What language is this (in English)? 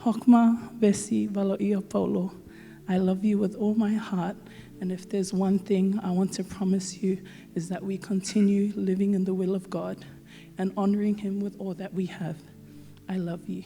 Samoan